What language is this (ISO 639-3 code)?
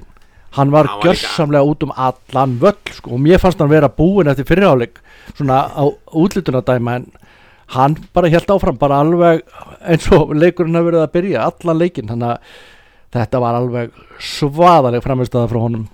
isl